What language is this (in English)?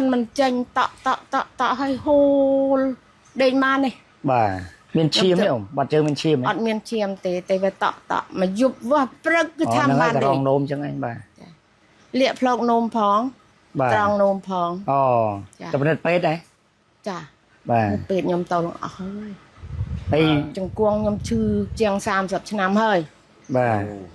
Khmer